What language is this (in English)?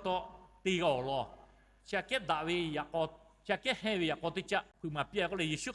Lahu